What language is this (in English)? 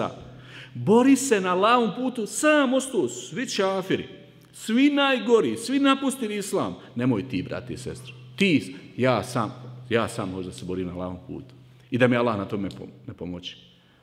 Bosnian